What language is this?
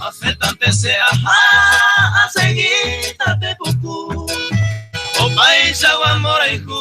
Guarani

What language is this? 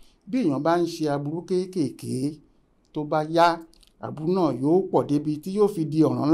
Yoruba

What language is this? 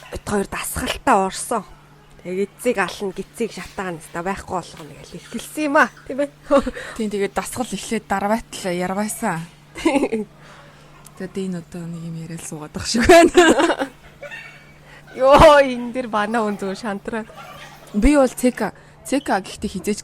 Mongolian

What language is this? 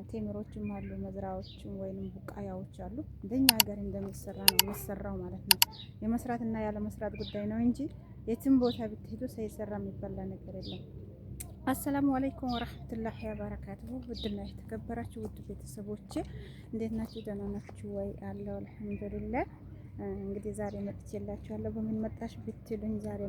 Amharic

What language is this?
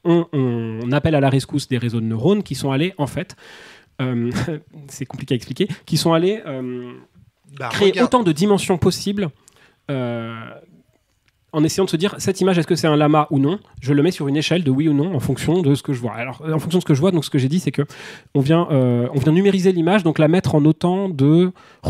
French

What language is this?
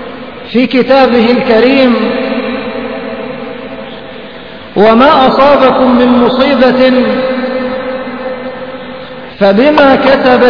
Arabic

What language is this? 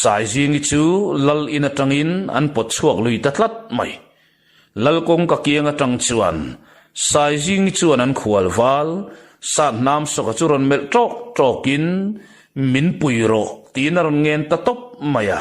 Mizo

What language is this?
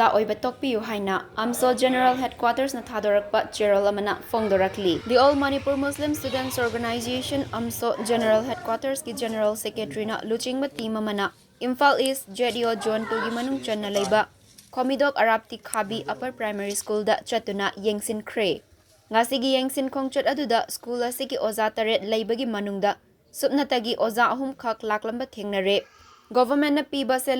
Manipuri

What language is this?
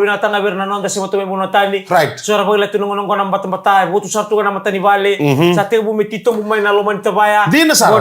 Fijian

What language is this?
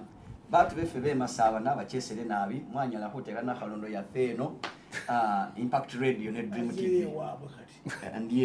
Ganda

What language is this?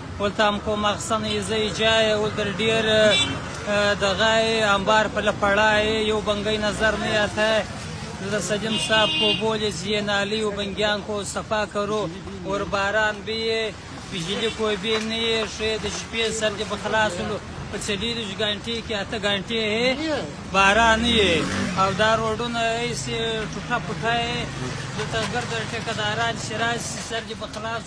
Pashto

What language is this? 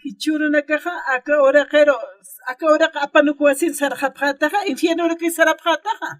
Aymara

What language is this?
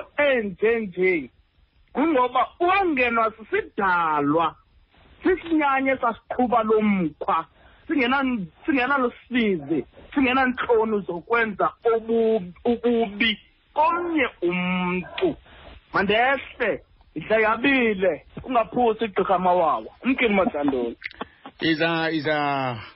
Xhosa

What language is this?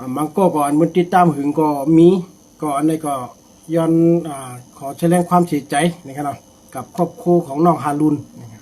Shan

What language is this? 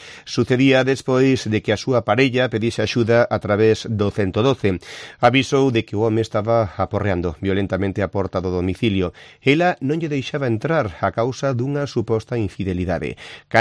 Galician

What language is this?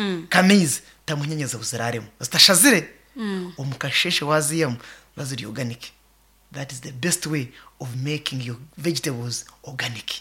Nyankole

